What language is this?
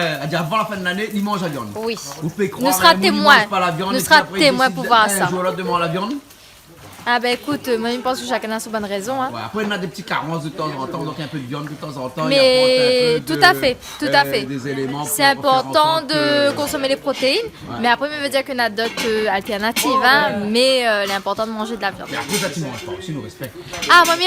Réunion Creole French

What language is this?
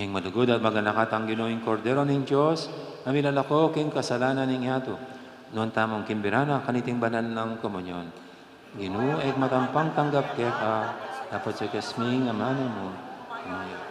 Pampanga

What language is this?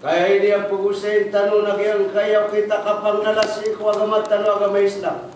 Maranao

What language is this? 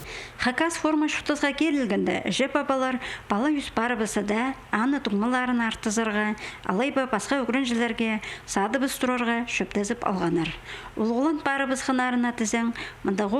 Khakas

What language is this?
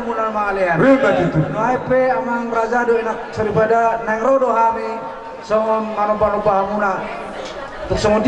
Batak Toba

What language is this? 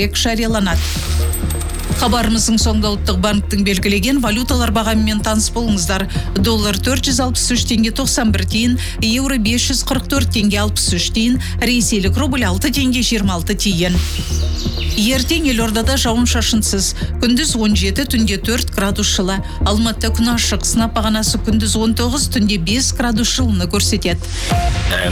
Kazakh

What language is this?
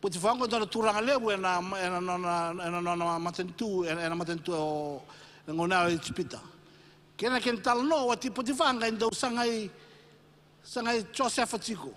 Fijian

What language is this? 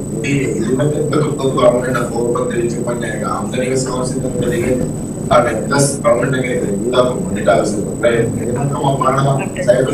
Divehi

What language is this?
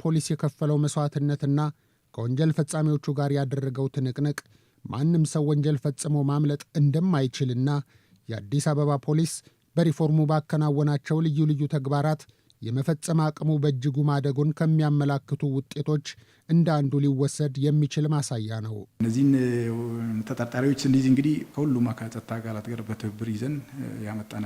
Amharic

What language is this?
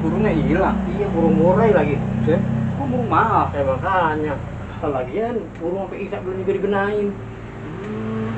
Betawi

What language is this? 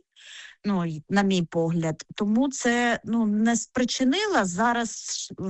Ukrainian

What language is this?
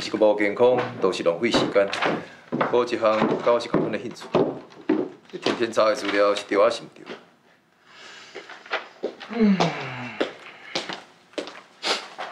Min Nan Chinese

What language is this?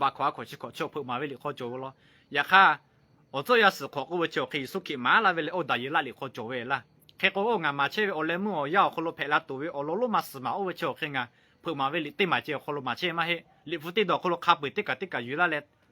Lahu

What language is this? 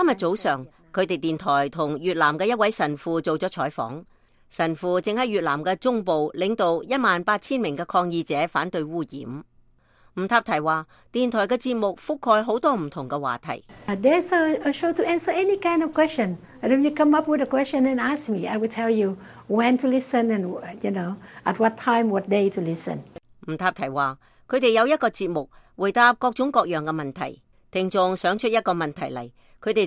Cantonese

